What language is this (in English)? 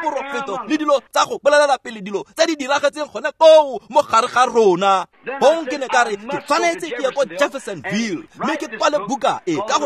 Tswana